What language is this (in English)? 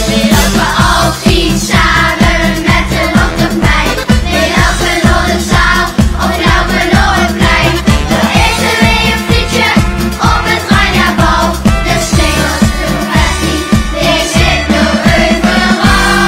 Limburgish